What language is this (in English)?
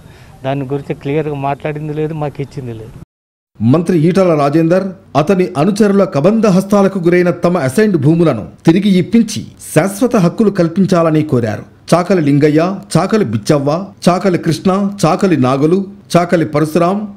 Telugu